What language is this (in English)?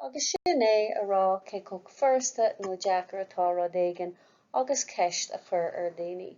Irish